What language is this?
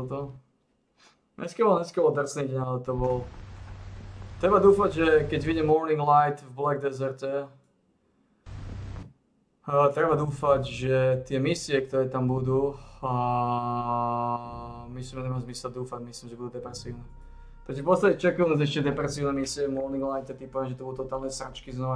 Slovak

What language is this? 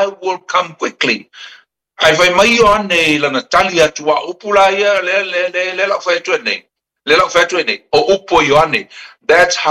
Samoan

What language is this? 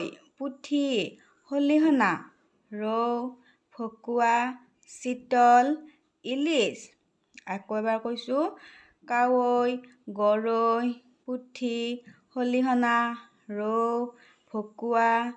Assamese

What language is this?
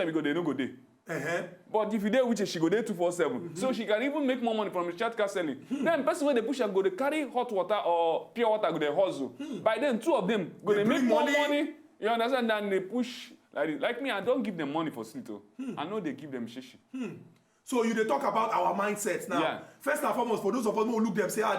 Nigerian Pidgin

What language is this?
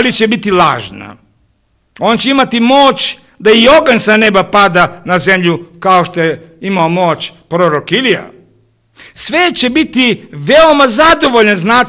Serbian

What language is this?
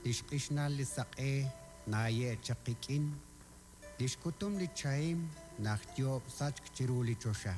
Kekchí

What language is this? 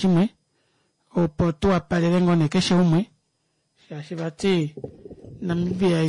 Kuanyama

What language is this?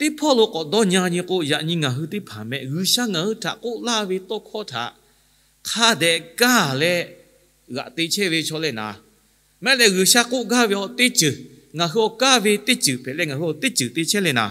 Lahu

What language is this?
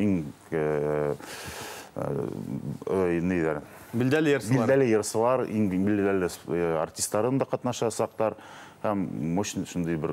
Bashkir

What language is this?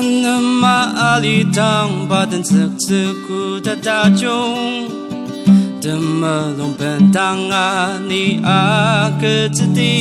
Ao Naga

